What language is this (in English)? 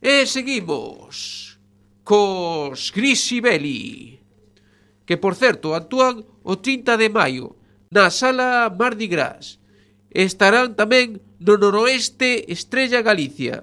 Galician